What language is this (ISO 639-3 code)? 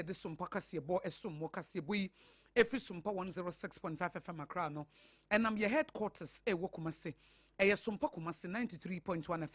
aka